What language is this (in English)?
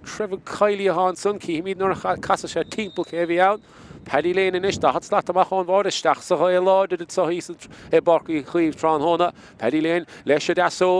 Irish